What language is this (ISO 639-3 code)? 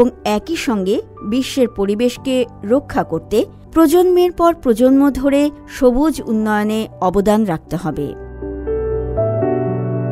ben